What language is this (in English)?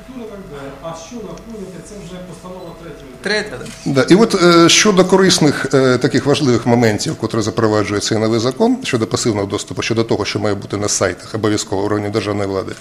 Ukrainian